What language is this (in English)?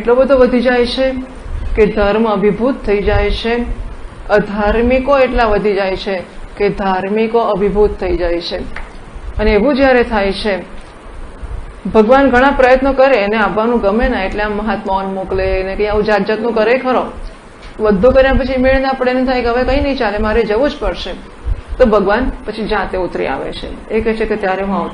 Gujarati